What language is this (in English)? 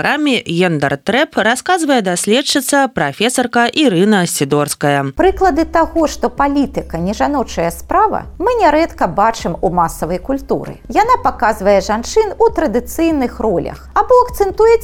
Belarusian